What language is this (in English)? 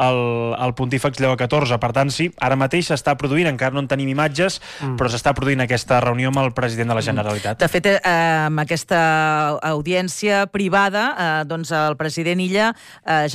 Catalan